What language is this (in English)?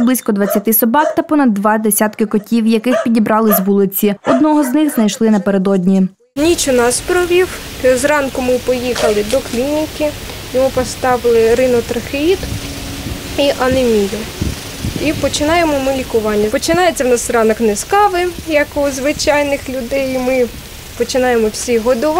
Ukrainian